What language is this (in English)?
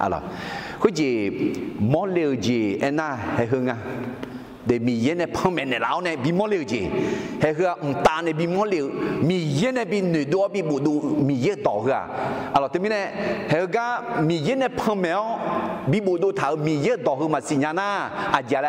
Akha